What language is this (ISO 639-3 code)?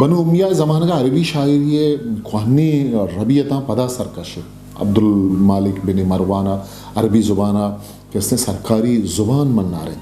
bgp